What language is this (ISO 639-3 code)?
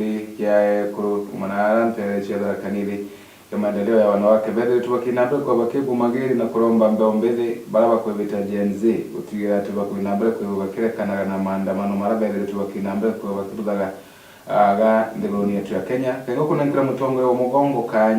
mer